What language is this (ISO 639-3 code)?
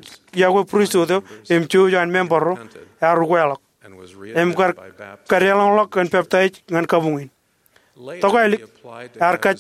mah